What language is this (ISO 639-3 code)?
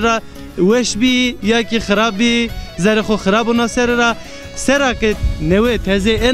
zza